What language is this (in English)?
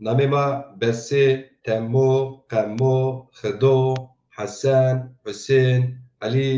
Zaza